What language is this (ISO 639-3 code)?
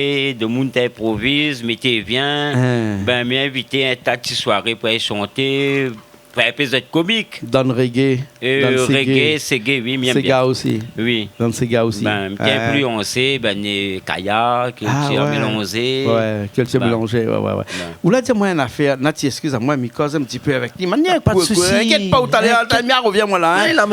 rcf